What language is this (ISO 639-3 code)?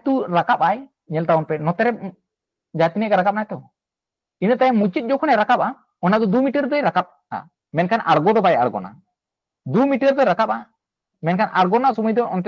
sat